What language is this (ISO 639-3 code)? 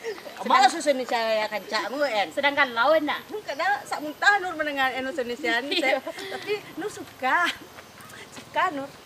min